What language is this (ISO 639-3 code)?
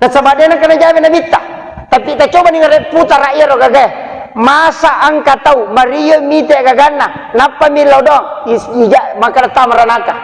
bug